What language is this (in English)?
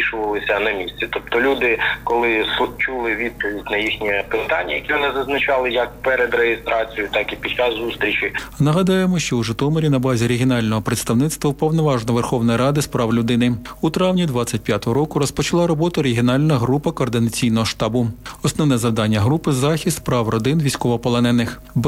Ukrainian